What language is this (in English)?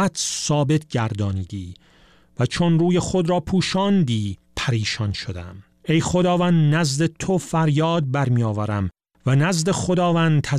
Persian